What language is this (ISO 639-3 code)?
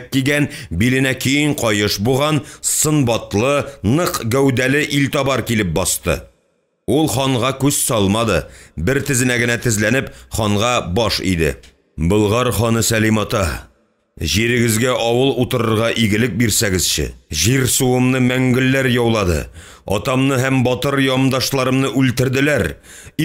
tat